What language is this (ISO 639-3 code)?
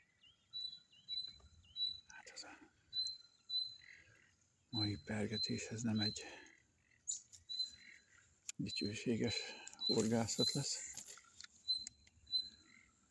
hun